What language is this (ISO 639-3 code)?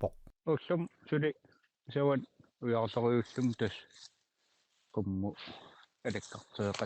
kal